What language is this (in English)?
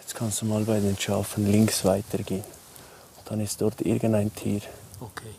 Swiss German